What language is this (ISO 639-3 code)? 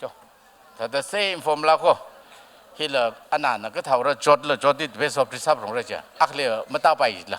nmf